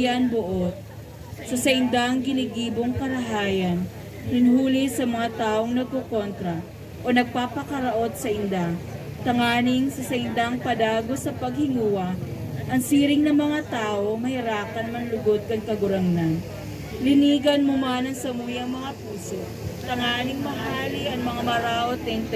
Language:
Bikol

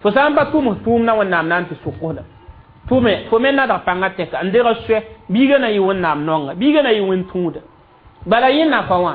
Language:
Mossi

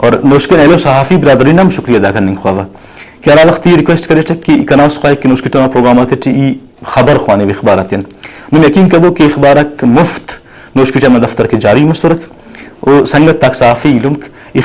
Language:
Brahui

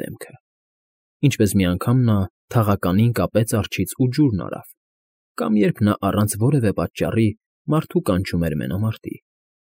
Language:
Armenian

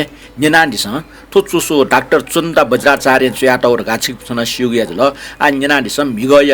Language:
Newari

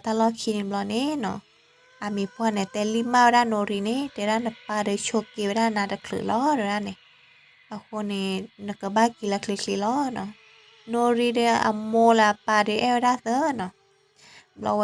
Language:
S'gaw Karen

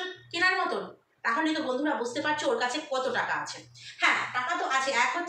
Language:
Bangla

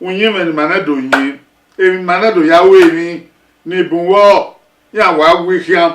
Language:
Bini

